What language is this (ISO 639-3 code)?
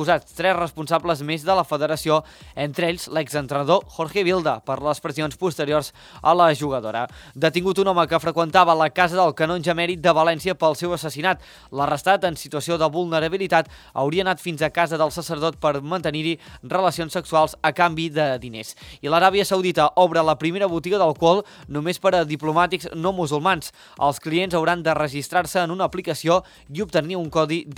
cat